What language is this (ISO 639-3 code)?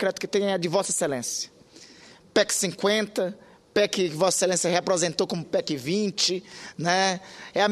por